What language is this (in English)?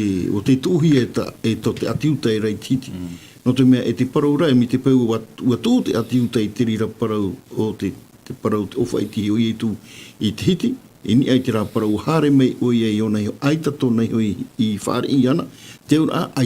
Tahitian